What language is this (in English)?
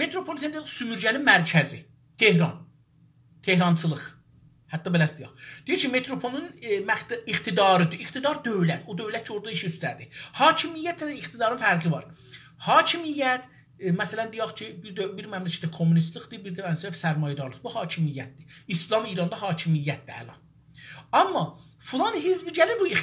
South Azerbaijani